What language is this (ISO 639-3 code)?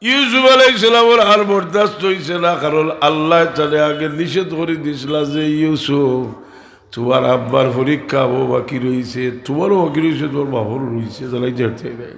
syl